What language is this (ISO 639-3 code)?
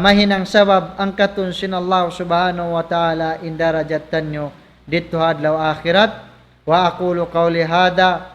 tsg